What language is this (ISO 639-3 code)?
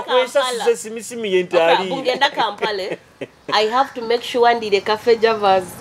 nyo